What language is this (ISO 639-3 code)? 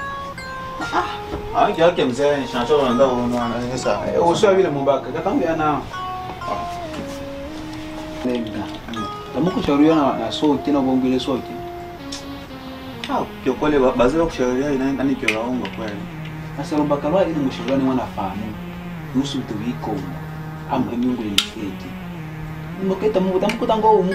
swa